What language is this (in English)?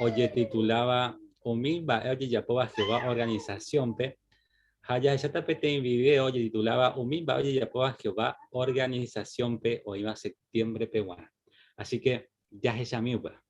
Guarani